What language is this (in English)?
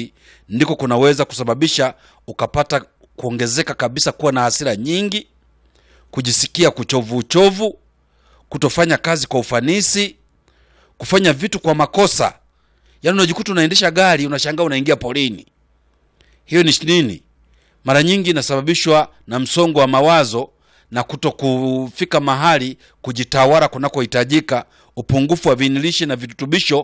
Swahili